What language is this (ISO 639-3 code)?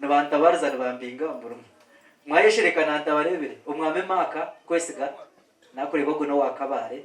nyn